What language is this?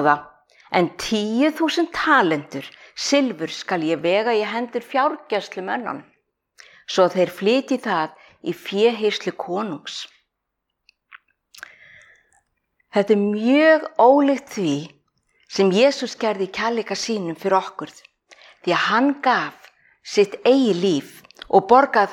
Icelandic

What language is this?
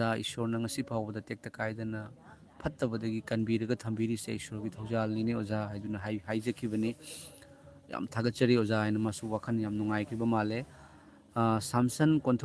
Manipuri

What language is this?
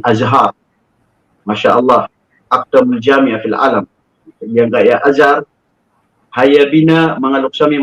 Maranao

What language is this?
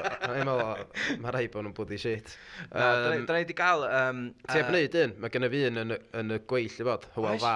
Welsh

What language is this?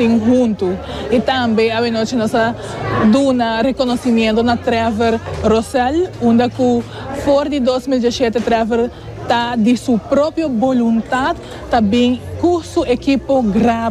Papiamento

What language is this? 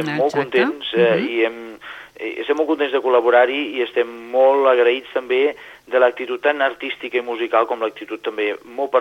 Catalan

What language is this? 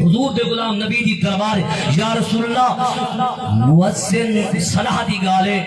Saraiki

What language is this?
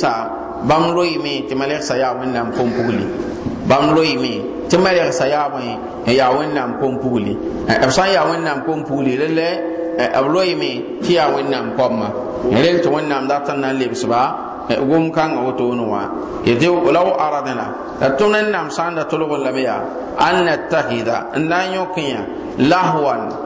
Mossi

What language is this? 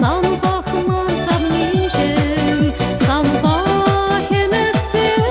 Chuvash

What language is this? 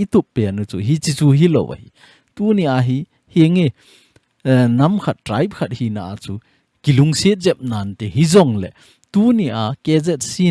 Thado Chin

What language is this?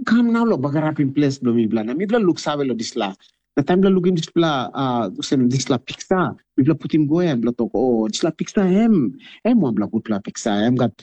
Tok Pisin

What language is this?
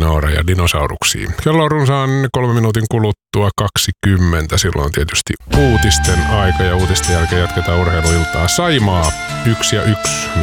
Finnish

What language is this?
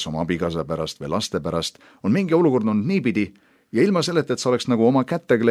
Estonian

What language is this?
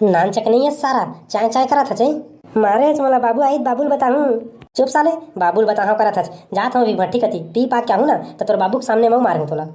Chhattisgarhi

